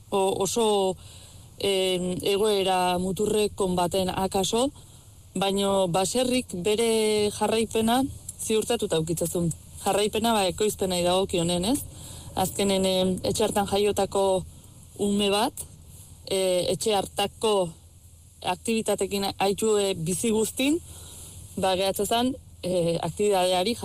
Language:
Basque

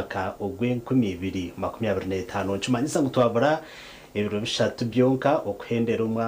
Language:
Nyankole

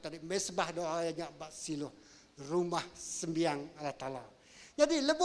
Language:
Iban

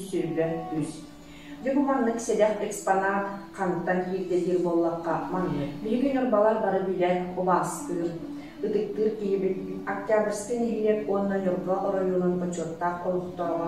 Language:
Yakut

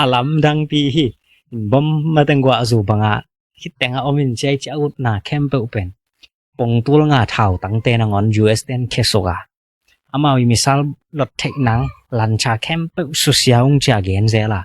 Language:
Tedim Chin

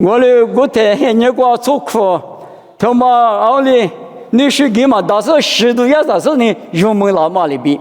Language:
Lisu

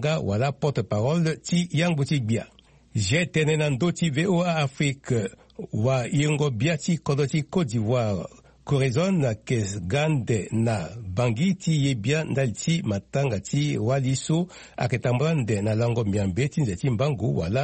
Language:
Sango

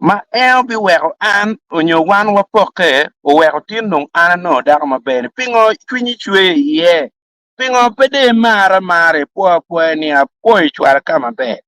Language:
Acoli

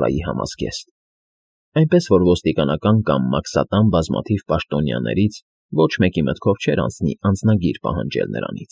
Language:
Armenian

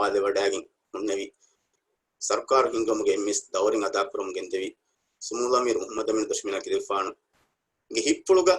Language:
Divehi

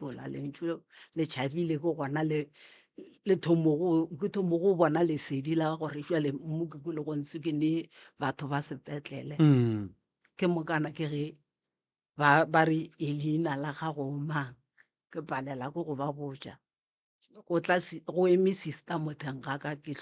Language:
Northern Sotho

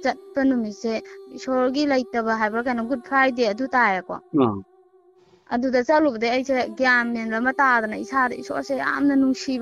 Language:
Manipuri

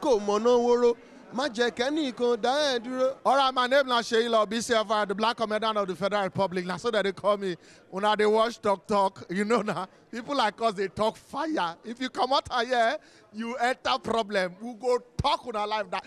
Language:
Nigerian Pidgin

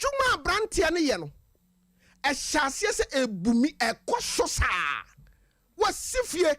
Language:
Akan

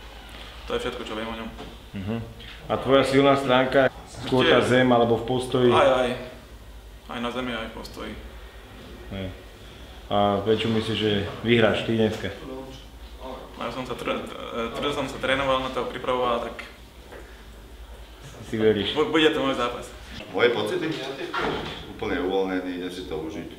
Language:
Slovak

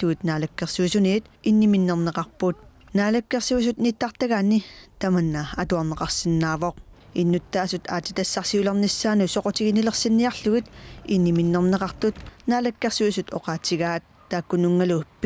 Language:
Kalaallisut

